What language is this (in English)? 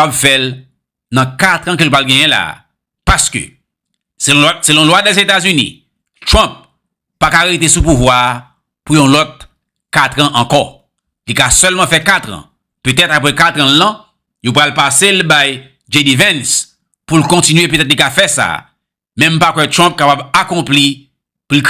Haitian Creole